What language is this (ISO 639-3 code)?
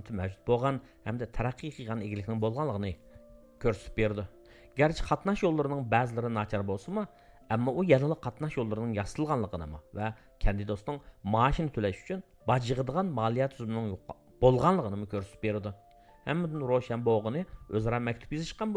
uig